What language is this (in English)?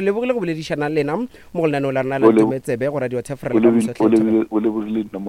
Northern Sotho